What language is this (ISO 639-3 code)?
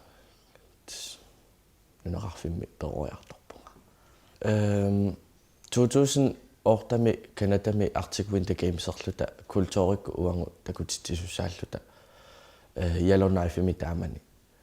kal